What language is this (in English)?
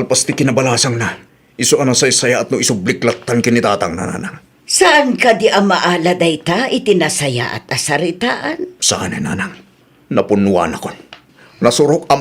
Iloko